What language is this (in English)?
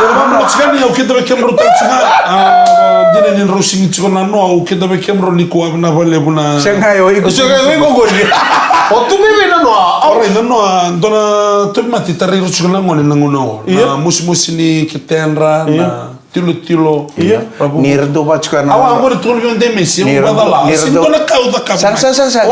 Fijian